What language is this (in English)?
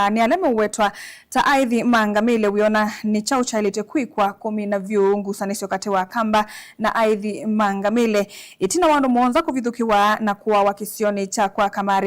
Kamba